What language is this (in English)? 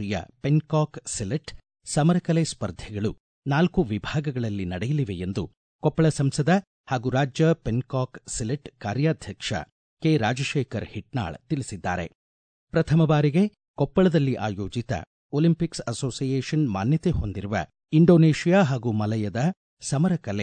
Kannada